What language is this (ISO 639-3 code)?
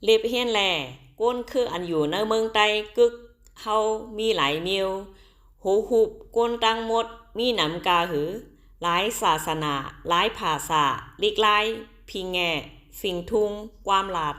shn